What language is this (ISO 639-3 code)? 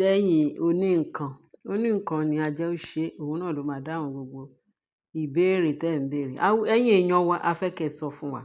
yor